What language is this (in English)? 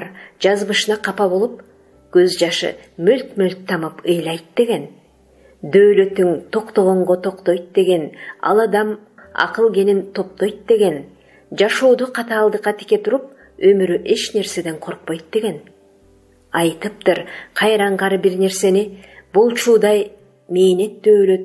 Kyrgyz